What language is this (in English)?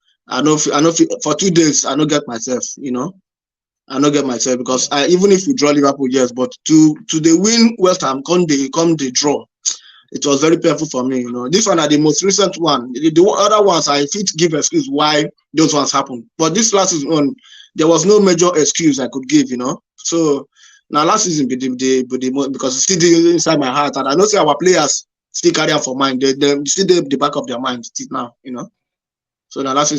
Nigerian Pidgin